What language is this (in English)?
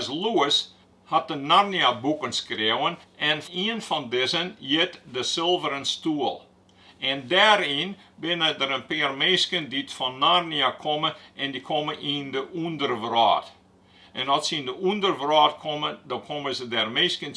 Western Frisian